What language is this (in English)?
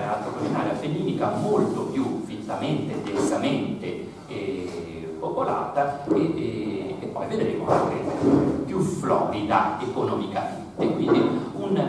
Italian